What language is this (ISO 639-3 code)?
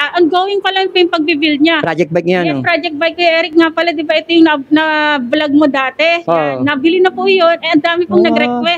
fil